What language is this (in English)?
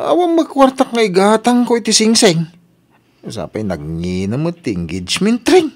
Iloko